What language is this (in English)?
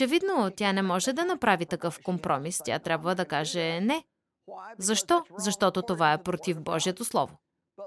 Bulgarian